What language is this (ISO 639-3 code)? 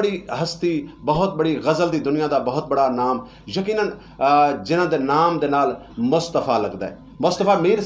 skr